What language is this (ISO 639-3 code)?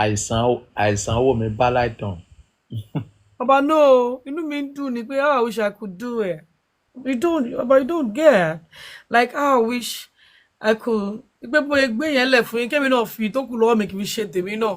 yor